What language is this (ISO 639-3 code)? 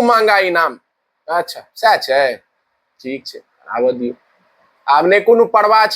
mai